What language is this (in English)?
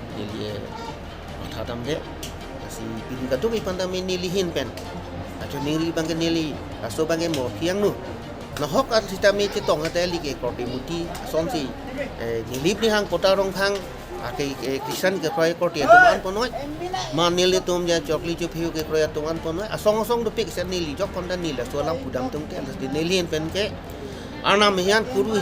Karbi